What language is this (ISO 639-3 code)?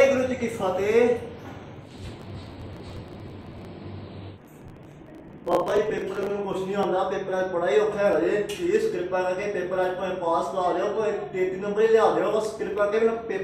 hin